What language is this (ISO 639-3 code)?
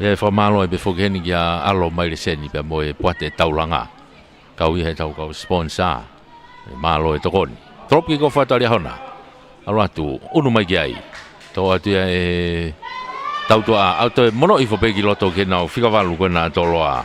ton